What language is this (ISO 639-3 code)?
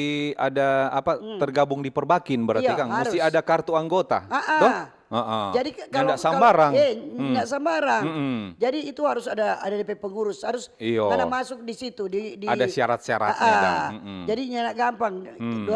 xmm